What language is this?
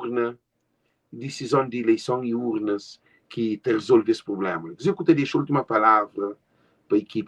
Kabuverdianu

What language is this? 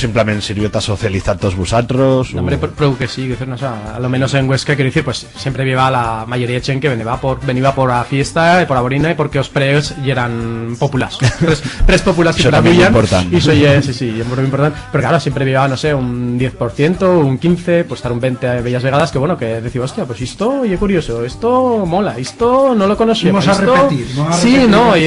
Aragonese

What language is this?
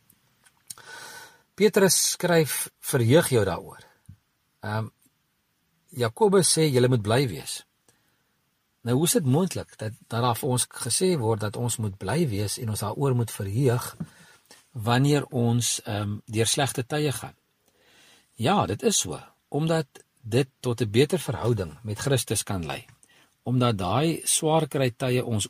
Afrikaans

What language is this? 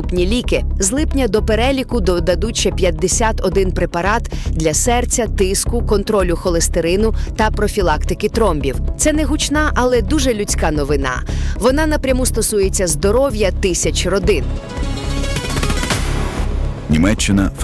Ukrainian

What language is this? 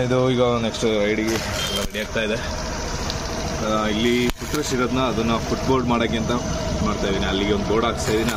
Kannada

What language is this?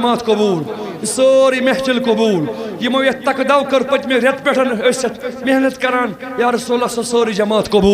Kashmiri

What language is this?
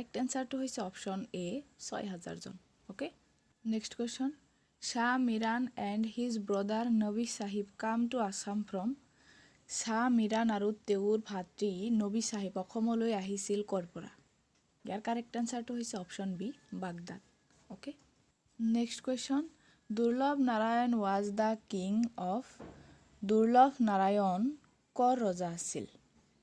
Assamese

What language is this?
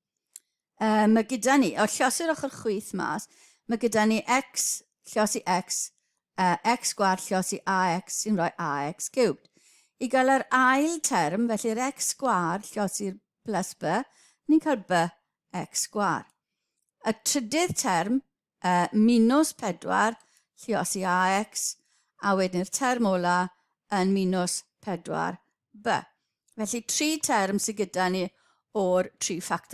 Welsh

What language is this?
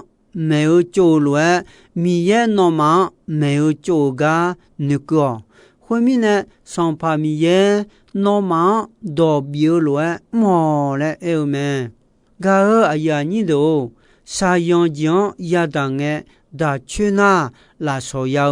Akha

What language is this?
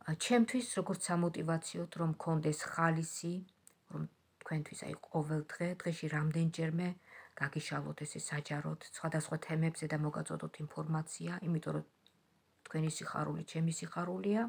Georgian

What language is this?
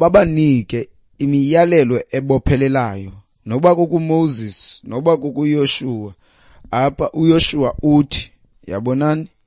Xhosa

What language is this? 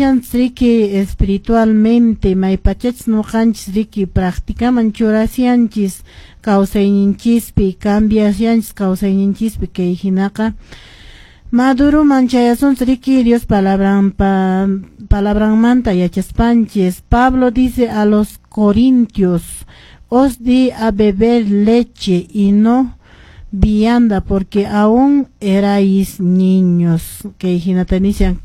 Quechua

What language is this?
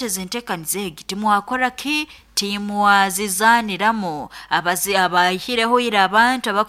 Nyoro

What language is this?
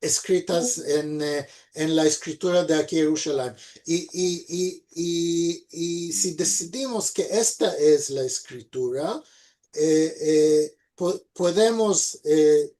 Ladino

